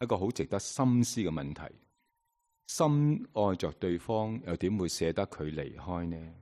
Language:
Cantonese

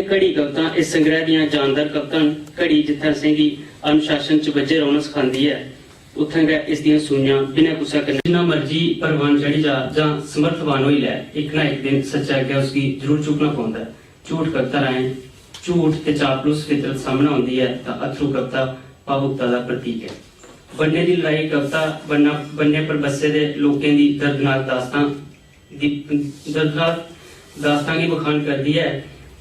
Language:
Dogri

